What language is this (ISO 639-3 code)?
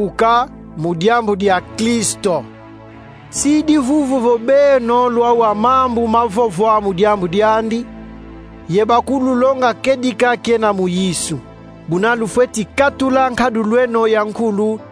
kon